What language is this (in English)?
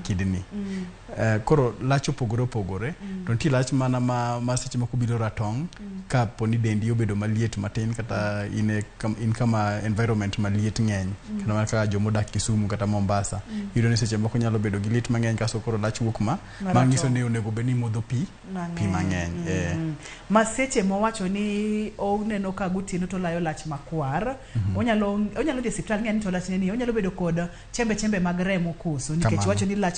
Luo (Kenya and Tanzania)